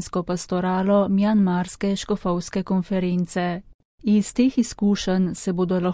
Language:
Slovenian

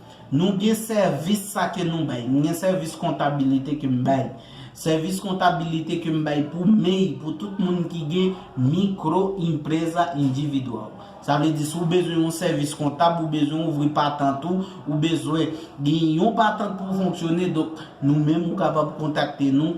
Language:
Haitian Creole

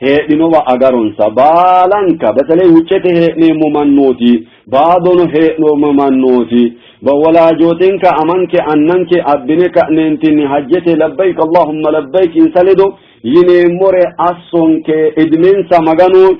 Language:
Sidamo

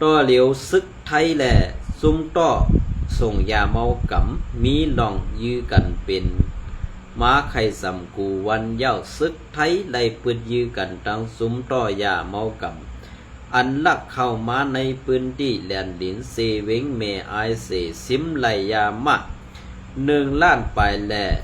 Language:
Shan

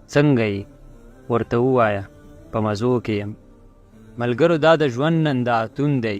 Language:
Pashto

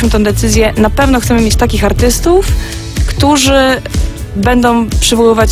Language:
Polish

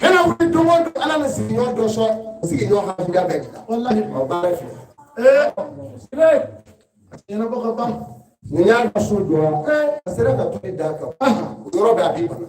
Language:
Bambara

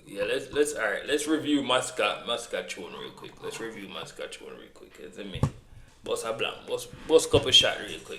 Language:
Jamaican Creole English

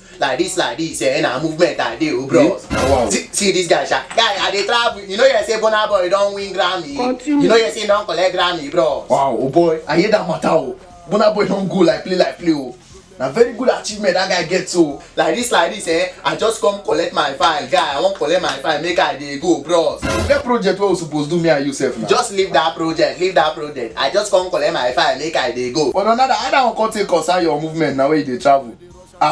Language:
Nigerian Pidgin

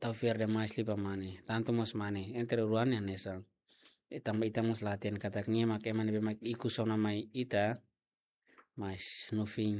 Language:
Tetum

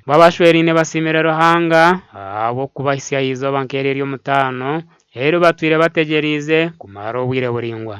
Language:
Nyankole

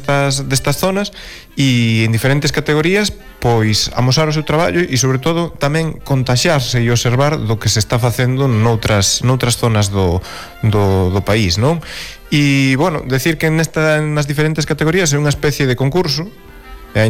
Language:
Galician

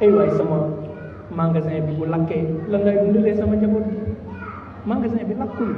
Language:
Wolof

